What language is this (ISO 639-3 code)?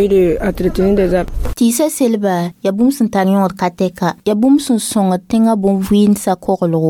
mos